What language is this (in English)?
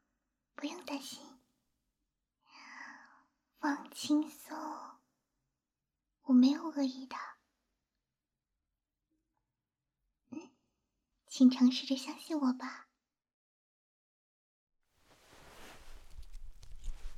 Chinese